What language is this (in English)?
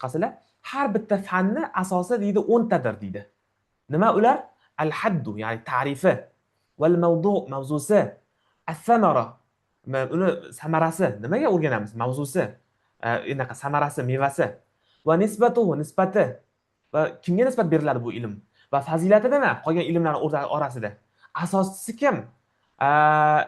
Uzbek